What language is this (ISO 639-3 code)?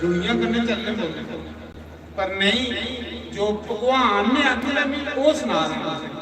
doi